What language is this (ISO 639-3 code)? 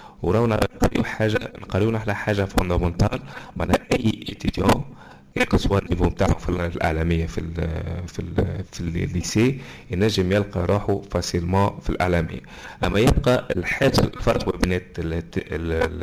aeb